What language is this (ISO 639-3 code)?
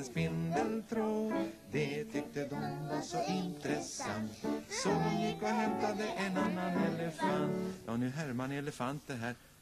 swe